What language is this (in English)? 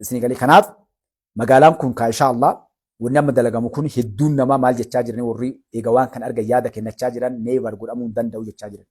Oromo